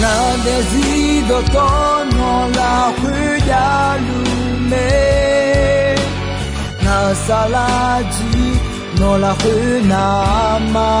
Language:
Akha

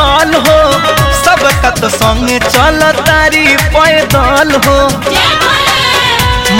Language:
Bhojpuri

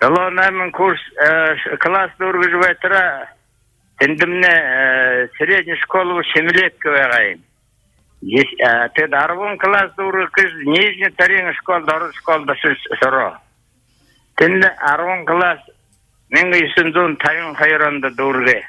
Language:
Buriat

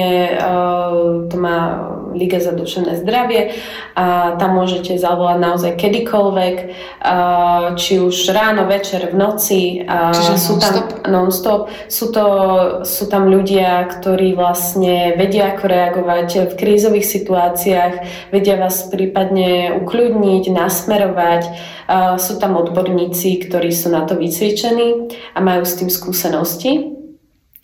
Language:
Slovak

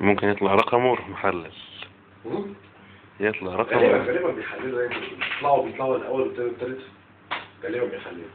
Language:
Egyptian Arabic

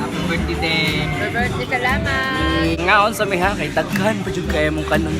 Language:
Cebuano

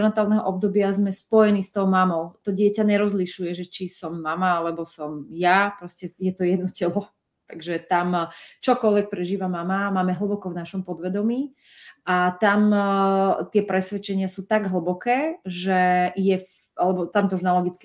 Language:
Slovak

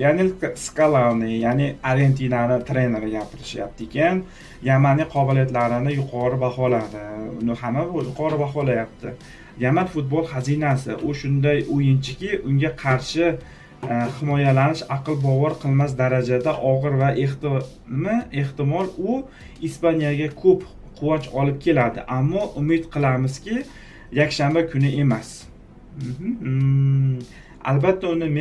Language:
Uzbek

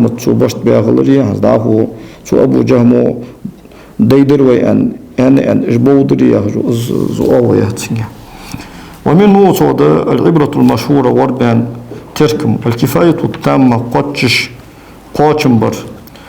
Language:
Ingush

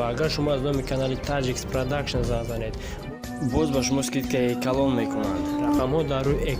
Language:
Tajik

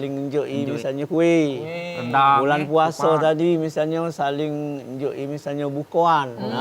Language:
Musi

